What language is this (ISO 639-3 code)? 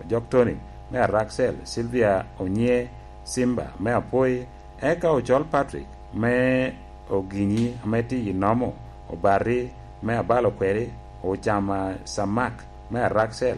laj